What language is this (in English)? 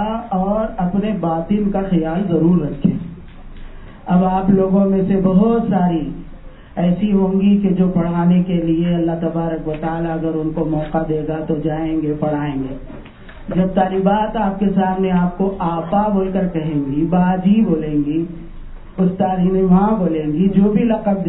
Urdu